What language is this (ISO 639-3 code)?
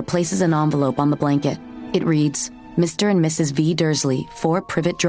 eng